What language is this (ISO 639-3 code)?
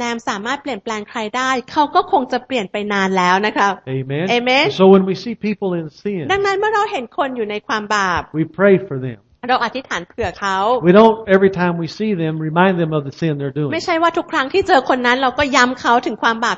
tha